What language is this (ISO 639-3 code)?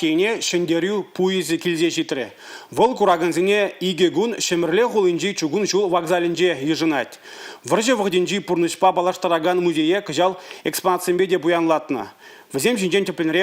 chv